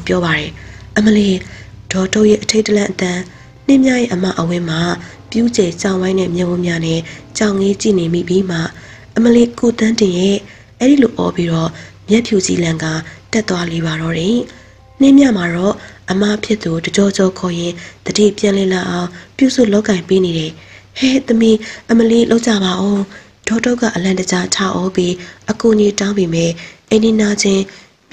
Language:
Burmese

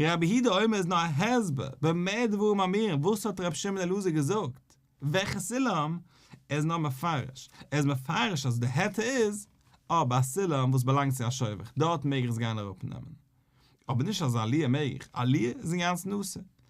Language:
Yiddish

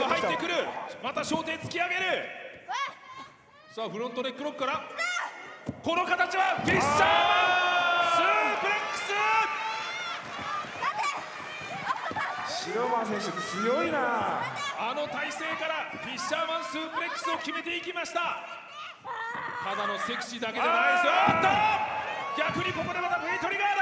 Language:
Japanese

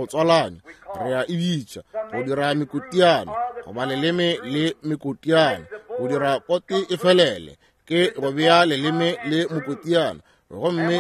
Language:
Northern Sotho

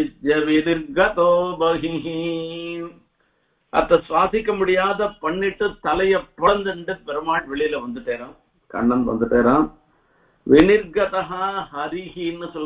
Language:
Tamil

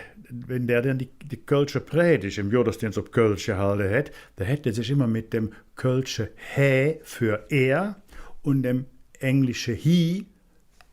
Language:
Colognian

